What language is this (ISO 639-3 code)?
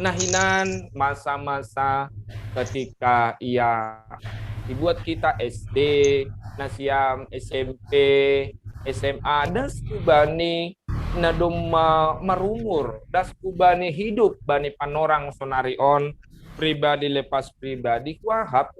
bts